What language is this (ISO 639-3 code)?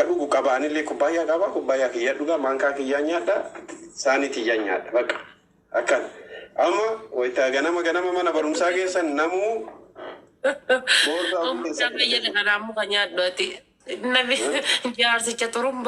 orm